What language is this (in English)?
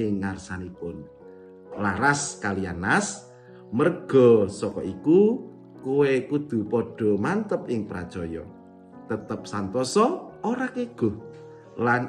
Javanese